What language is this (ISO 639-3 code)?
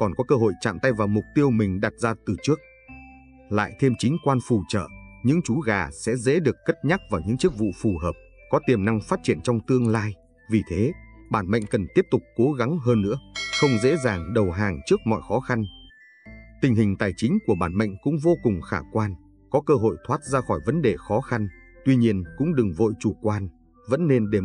vie